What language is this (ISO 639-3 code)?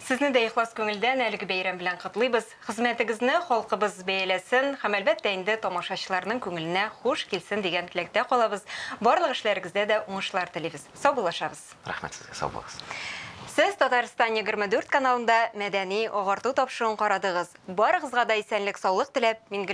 tat